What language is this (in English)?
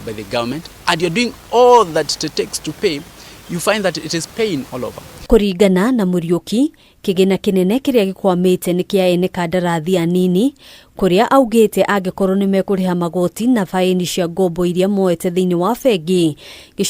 Kikuyu